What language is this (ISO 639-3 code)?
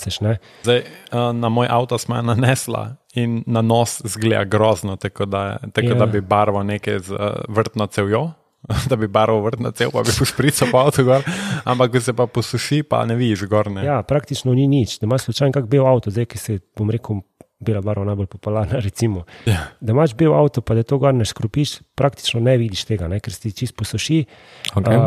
slv